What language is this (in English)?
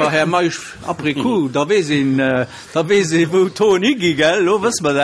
Luxembourgish